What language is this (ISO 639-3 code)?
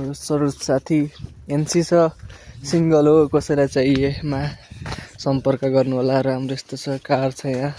nep